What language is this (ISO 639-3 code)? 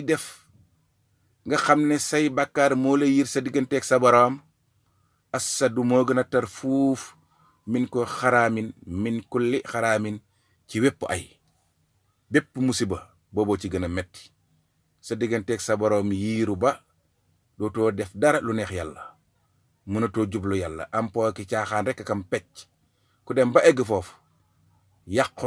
wol